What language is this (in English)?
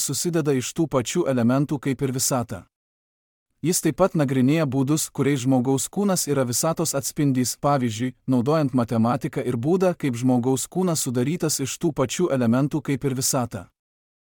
Lithuanian